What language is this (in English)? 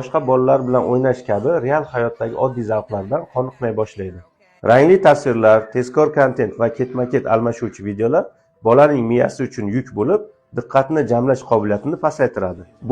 Uzbek